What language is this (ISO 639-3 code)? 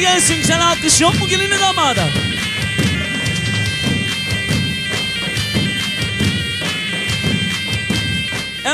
tur